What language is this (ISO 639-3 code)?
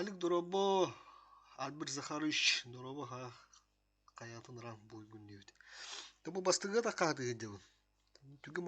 sah